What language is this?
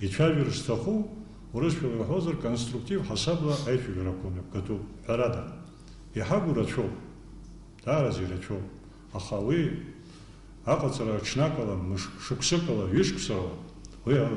Abkhazian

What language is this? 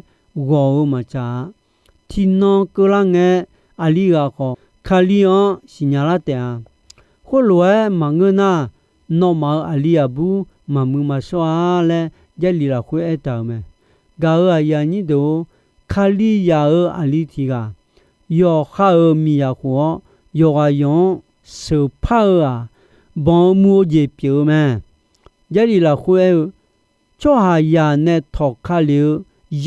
Akha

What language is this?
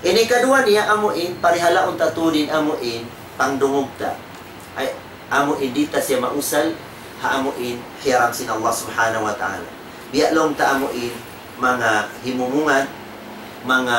Tausug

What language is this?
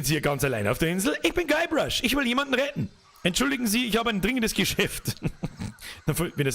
Bavarian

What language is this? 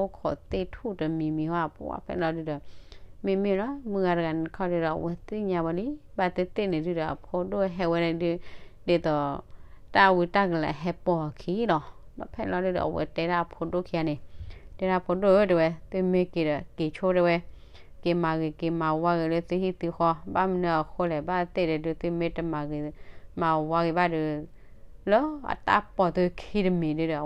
S'gaw Karen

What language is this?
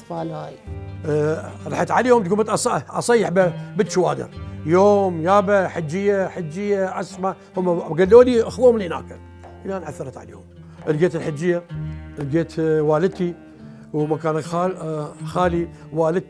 Mesopotamian Arabic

